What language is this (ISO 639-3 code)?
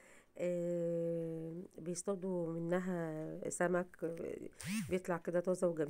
arz